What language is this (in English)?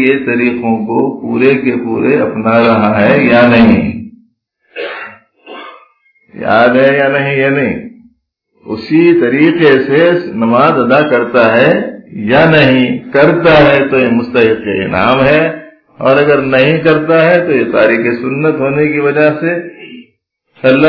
Urdu